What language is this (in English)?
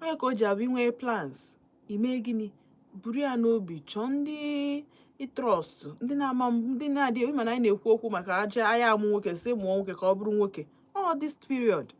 Igbo